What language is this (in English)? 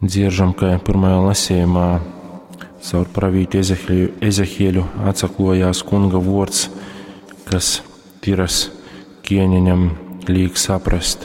Latgalian